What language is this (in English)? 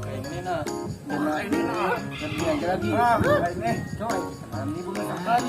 Banjar